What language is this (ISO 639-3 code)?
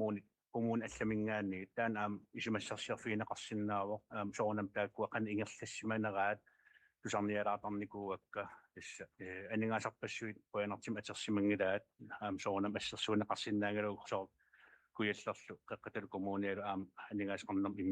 kal